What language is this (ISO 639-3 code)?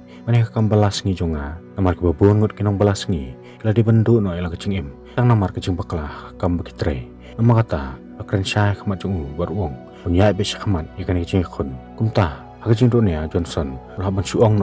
kha